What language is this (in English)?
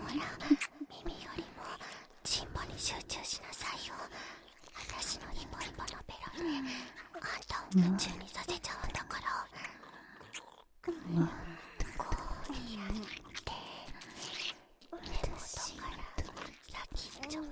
Japanese